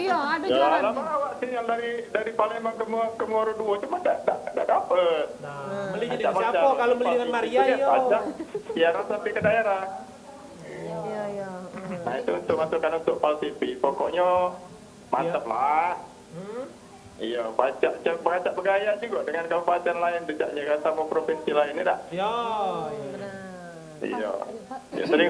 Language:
Musi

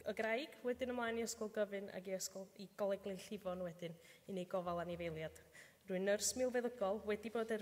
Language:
Welsh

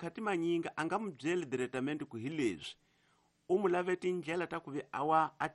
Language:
Tsonga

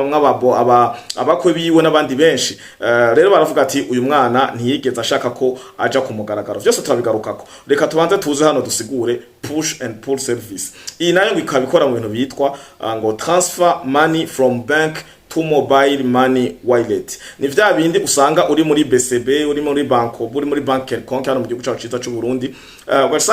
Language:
Rundi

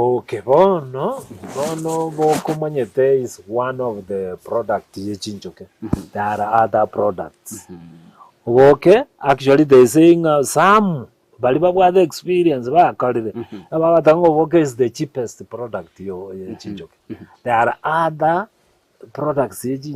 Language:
Gusii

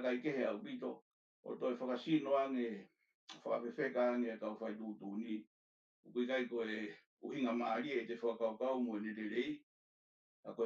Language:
Tongan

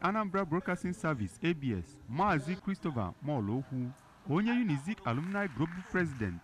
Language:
Igbo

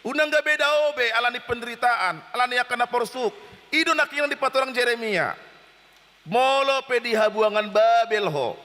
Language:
Batak Toba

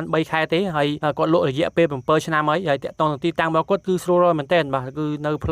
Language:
Khmer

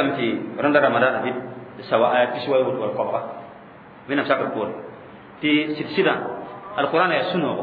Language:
Mossi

